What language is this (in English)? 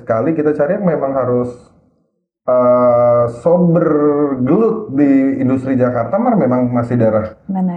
Manado Malay